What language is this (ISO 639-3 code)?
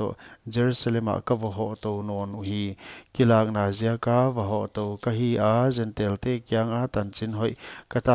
pck